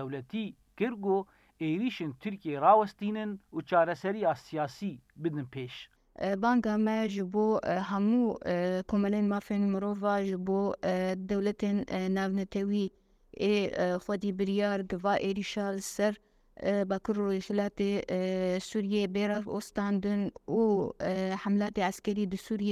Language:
Kurdish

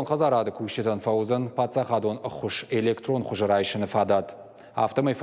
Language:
Ossetic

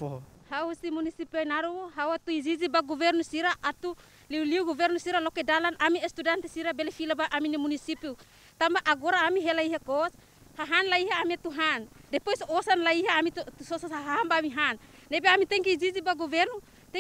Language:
Tetum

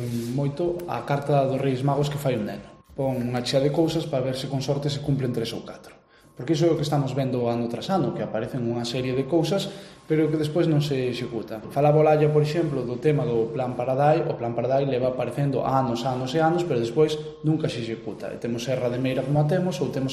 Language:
Galician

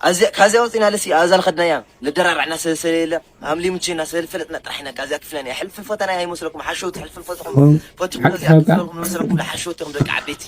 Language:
Tigrinya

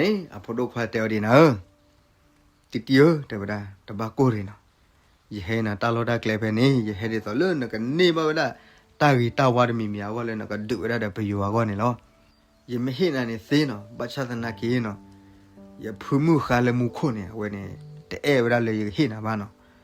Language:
S'gaw Karen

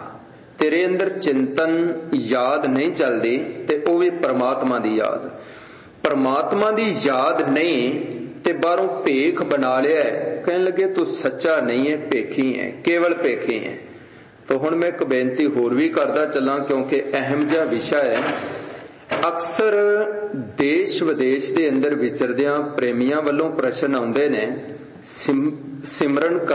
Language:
Punjabi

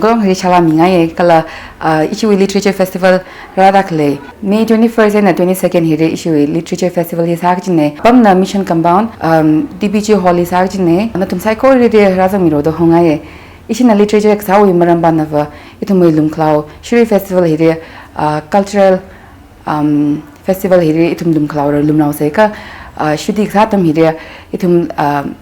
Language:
Tangkhul Naga (India)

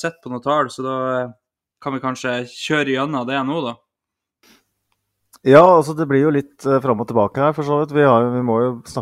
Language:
Norwegian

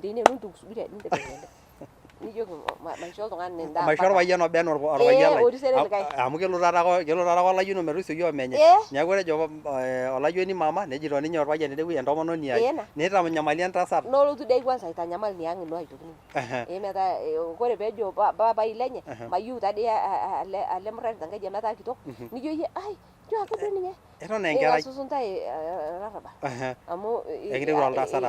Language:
Masai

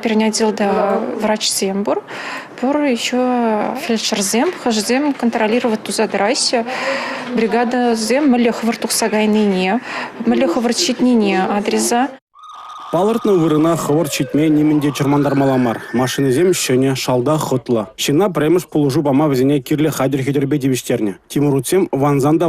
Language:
Chuvash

